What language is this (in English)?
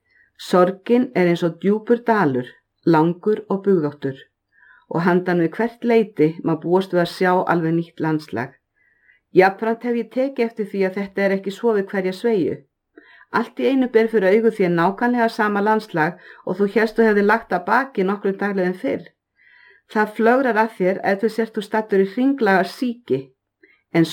Icelandic